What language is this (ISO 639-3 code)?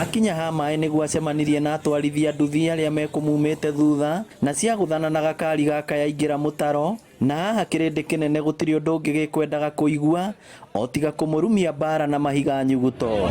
kik